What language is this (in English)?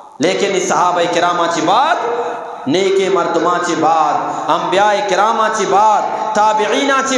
Eastern Balochi